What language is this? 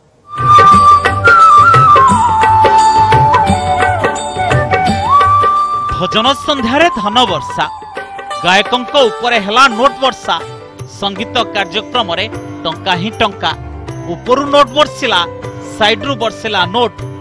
Odia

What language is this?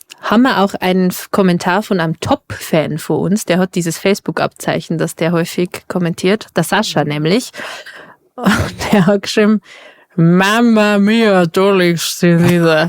Bavarian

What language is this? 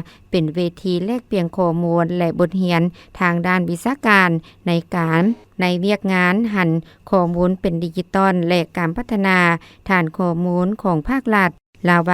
Lao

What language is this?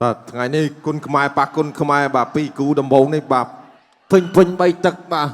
Khmer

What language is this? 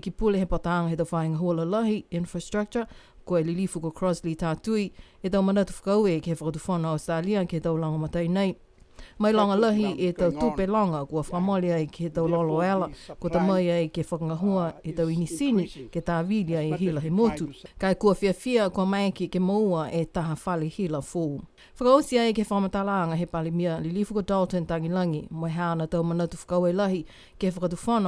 Niuean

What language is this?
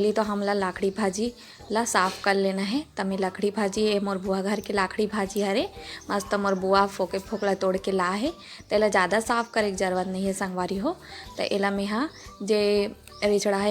Chhattisgarhi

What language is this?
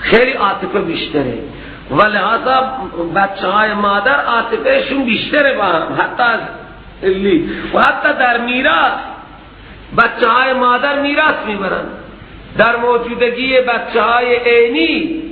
Persian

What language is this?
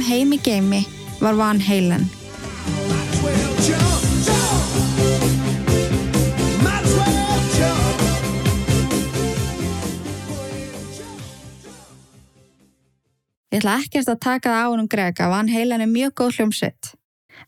Icelandic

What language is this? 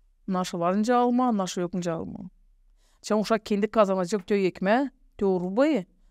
Gagauz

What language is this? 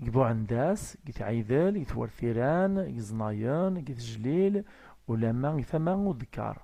Kabyle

